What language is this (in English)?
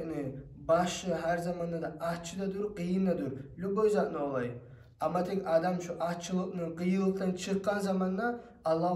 Kumyk